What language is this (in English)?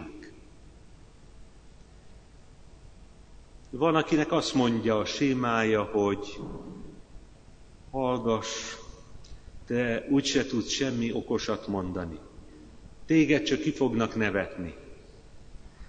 Hungarian